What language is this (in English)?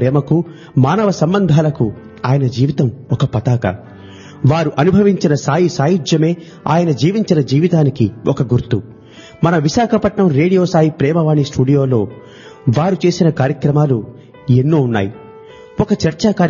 Telugu